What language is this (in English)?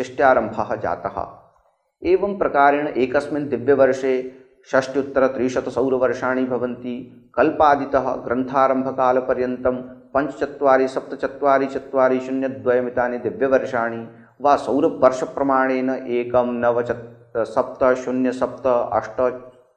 Sanskrit